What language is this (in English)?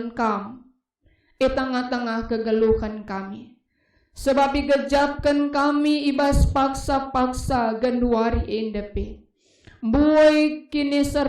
Batak Karo